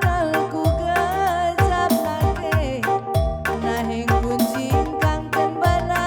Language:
Batak Karo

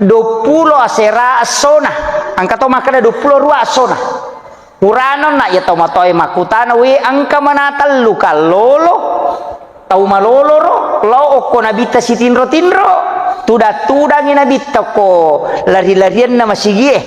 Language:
Buginese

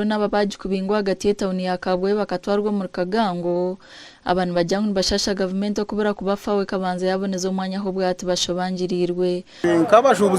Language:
Nyankole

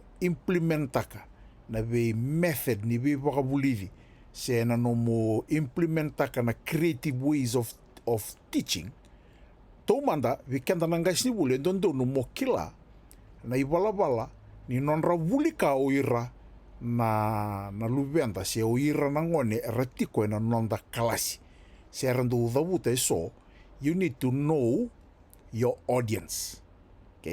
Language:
Fijian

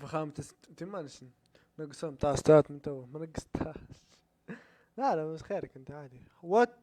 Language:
Libyan Arabic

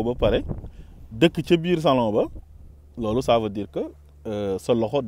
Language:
Wolof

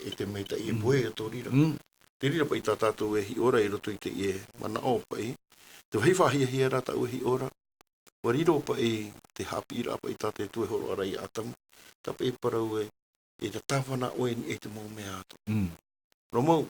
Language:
Tahitian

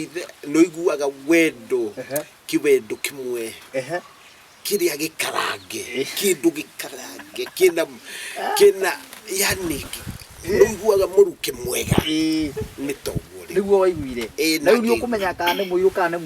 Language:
Kikuyu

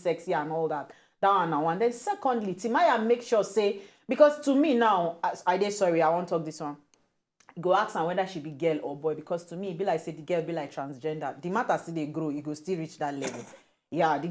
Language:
Nigerian Pidgin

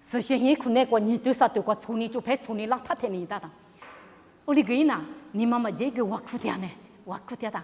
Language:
Lisu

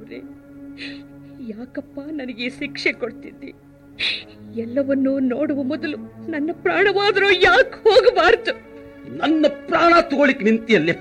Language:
Kannada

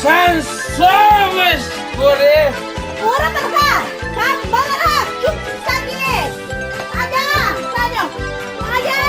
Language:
Chuvash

